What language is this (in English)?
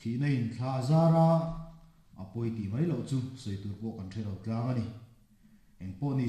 Mizo